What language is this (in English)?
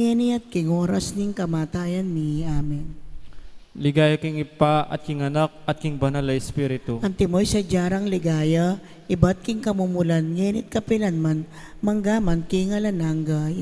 Pampanga